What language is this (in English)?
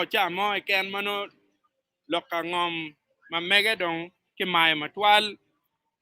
Acoli